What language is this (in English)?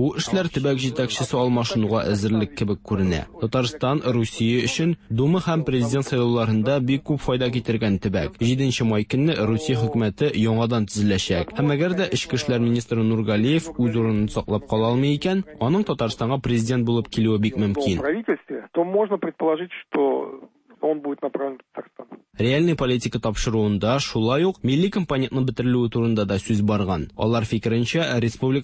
Tatar